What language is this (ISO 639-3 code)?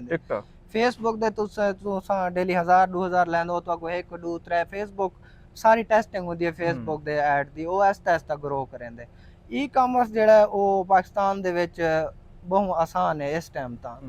skr